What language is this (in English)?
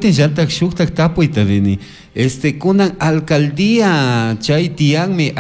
Chimborazo Highland Quichua